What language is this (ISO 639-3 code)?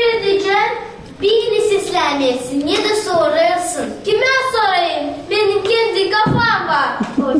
gag